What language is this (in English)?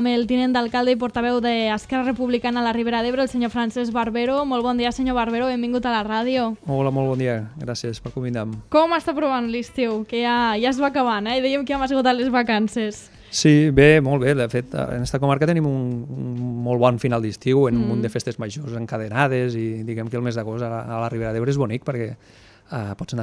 Catalan